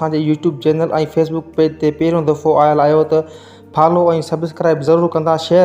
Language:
Sindhi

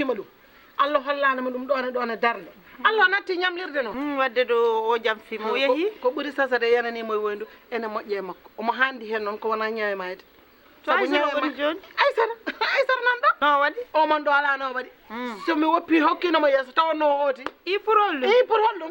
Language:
Fula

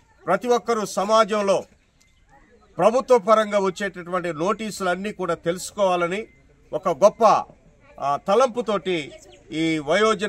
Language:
Telugu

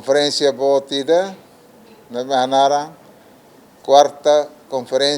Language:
Tetum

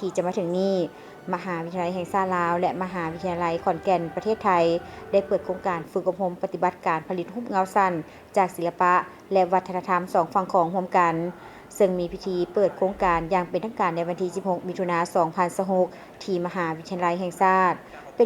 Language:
Lao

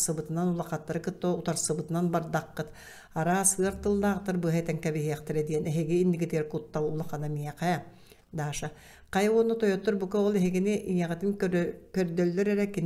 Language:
Yakut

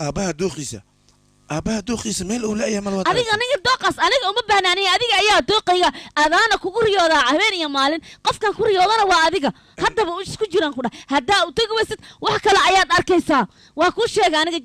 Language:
Somali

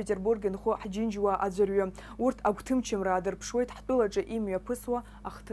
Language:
Abkhazian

